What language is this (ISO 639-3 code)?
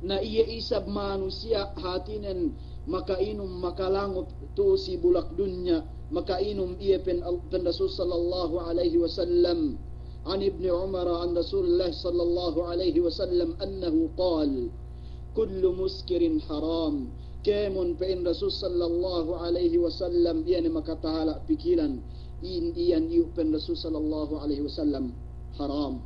yka